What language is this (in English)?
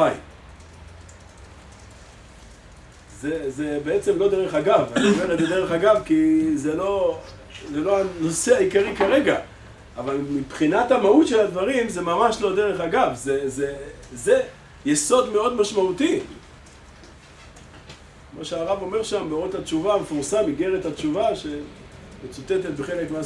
Hebrew